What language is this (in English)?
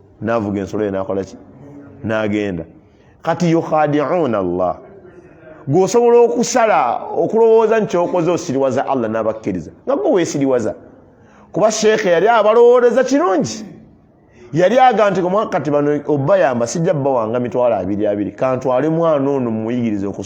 Ganda